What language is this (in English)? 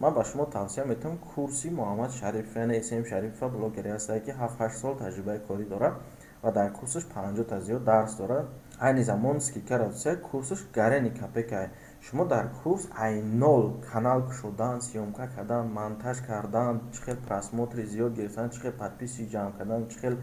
Tajik